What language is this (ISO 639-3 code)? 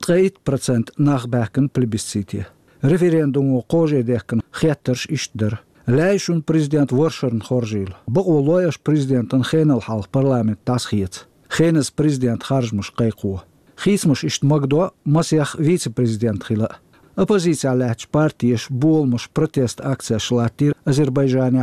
che